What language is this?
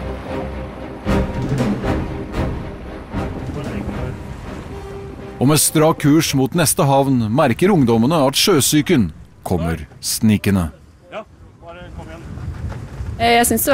Norwegian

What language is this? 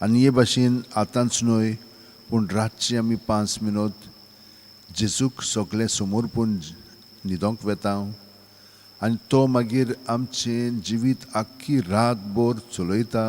Konkani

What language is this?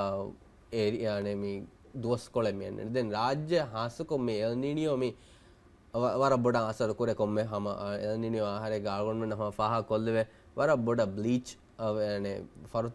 Divehi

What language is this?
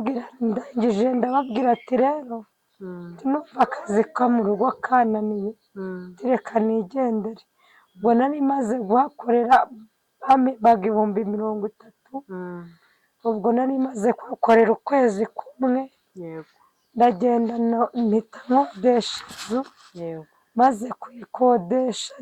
Kinyarwanda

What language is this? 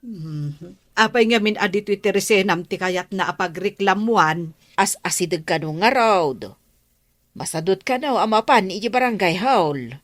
Iloko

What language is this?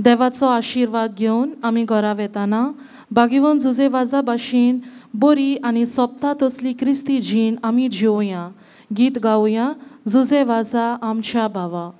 Konkani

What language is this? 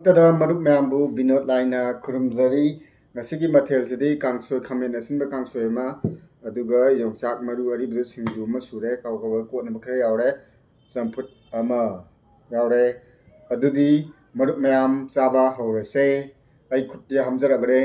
Manipuri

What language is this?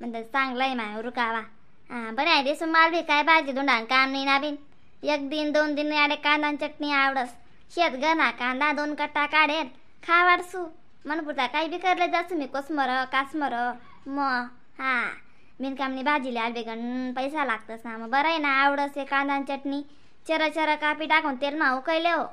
Khandesi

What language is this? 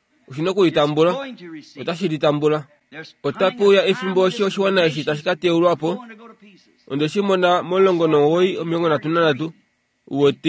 Kuanyama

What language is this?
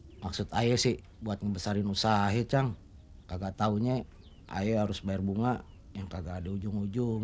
Betawi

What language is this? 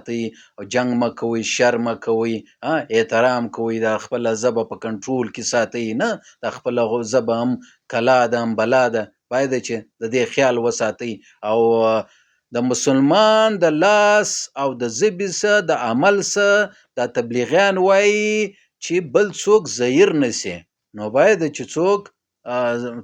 Pashto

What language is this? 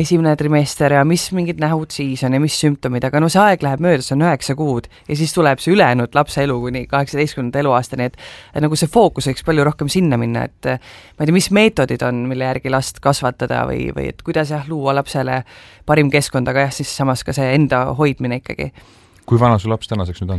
Estonian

